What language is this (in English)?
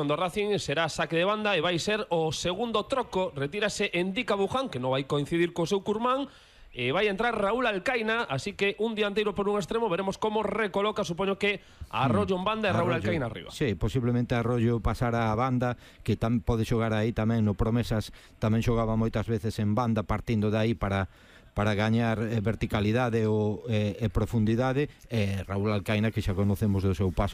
Galician